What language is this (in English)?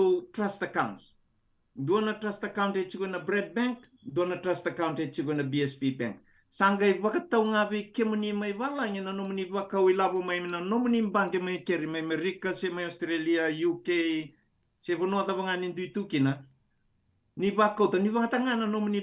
Fijian